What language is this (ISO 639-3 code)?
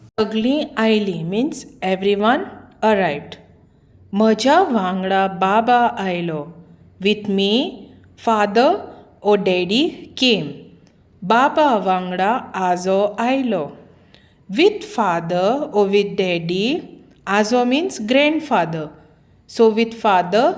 kok